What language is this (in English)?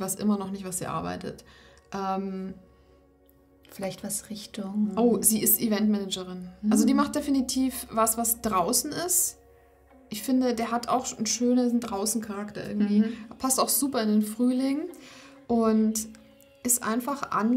German